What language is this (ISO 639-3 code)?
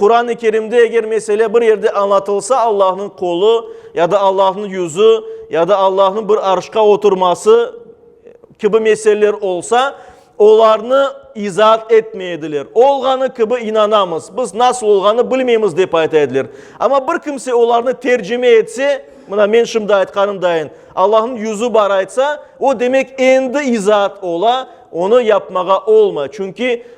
crh